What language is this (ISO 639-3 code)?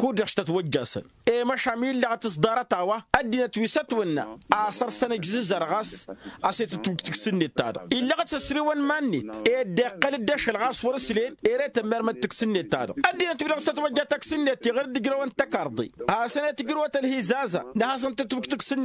taq